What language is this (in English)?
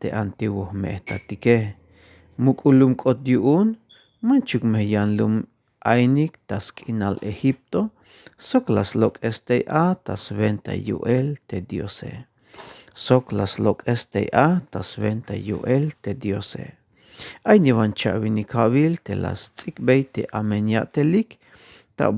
Tzeltal